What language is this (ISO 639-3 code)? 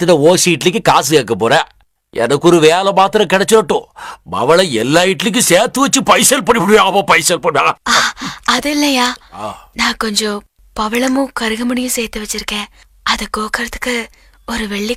tam